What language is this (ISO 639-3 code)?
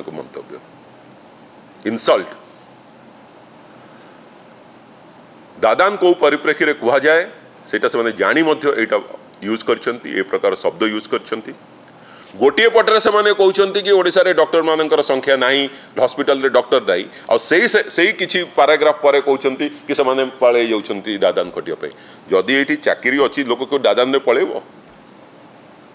ori